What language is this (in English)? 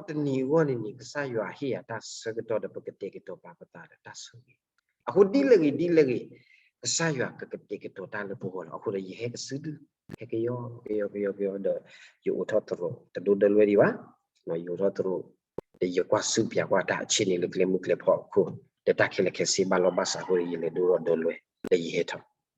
S'gaw Karen